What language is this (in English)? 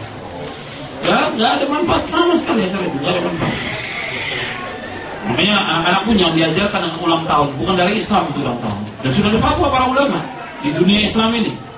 Indonesian